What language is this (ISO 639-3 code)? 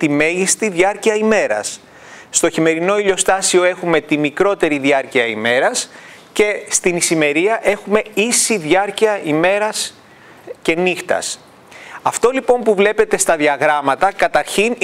ell